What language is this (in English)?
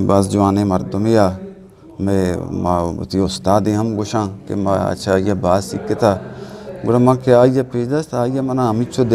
Eastern Balochi